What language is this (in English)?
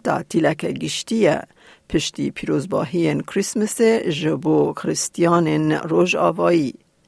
Kurdish